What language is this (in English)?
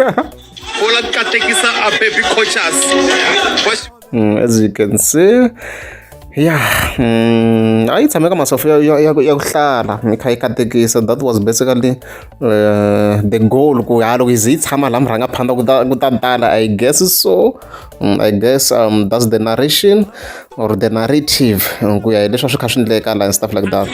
Tsonga